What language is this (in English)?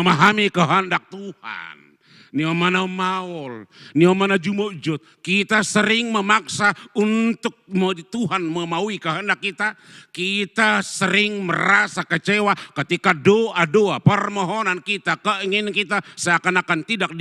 Batak Toba